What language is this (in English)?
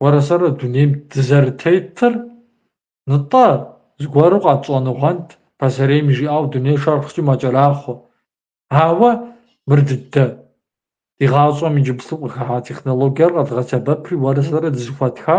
Kabardian